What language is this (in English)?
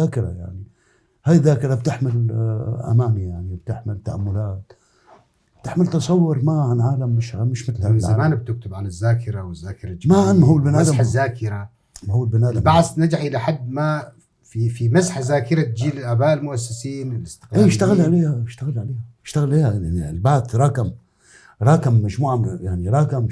North Levantine Arabic